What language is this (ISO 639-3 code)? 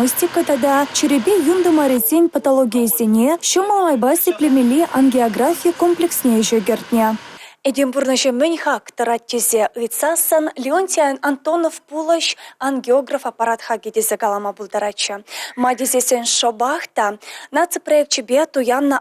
chv